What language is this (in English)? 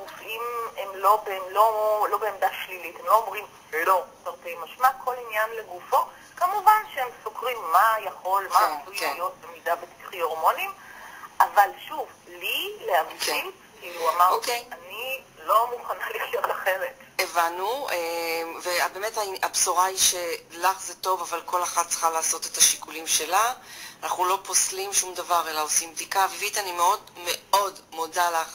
Hebrew